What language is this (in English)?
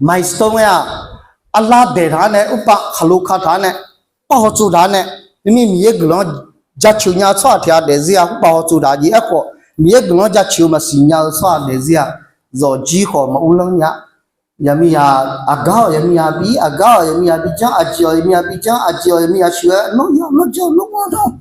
Akha